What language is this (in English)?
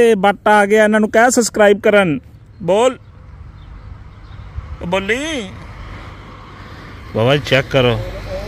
Punjabi